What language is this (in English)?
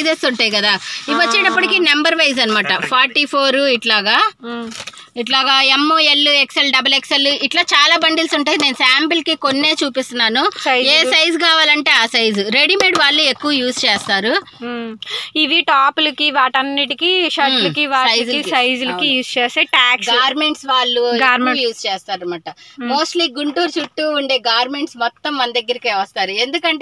Telugu